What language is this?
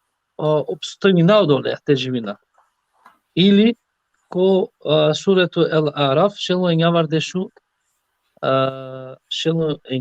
Balkan Romani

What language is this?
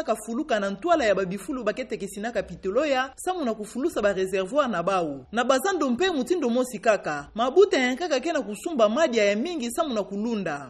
Kituba (Democratic Republic of Congo)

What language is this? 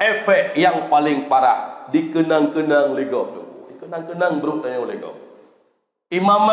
Achinese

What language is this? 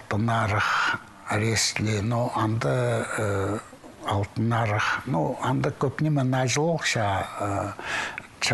Khakas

